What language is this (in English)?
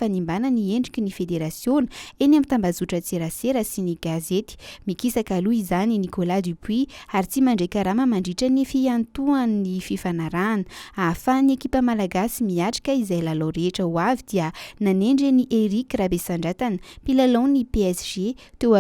Malagasy